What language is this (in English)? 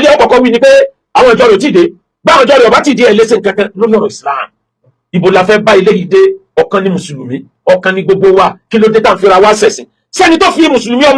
Yoruba